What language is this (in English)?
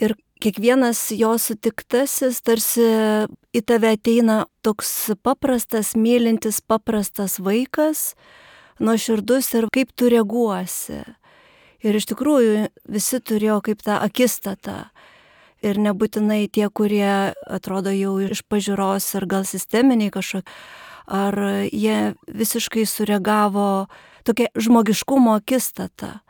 Lithuanian